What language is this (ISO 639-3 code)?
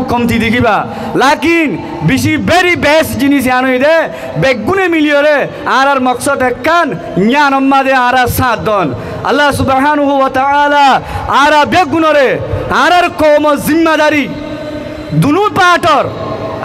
rhg